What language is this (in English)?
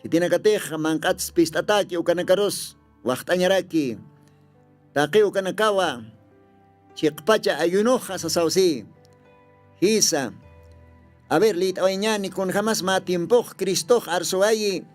Aymara